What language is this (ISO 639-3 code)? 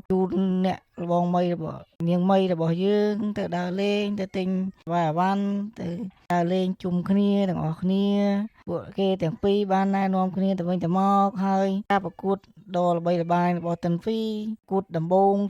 khm